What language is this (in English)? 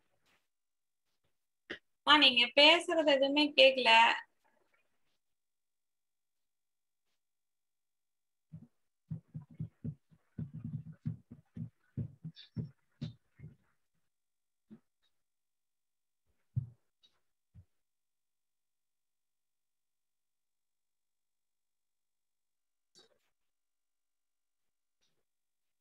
Tamil